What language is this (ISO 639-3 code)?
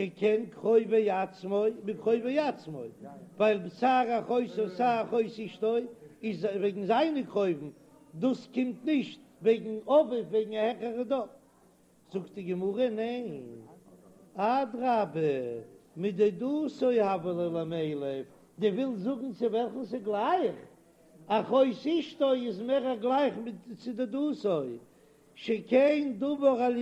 yid